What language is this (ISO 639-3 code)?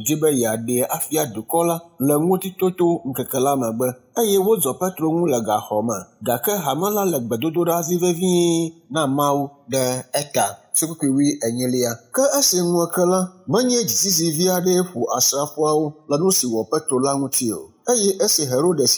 ewe